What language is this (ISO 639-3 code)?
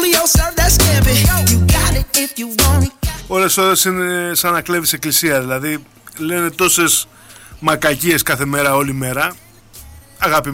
ell